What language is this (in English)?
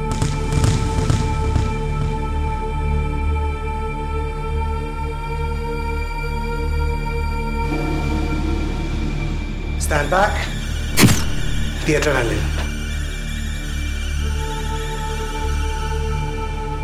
Greek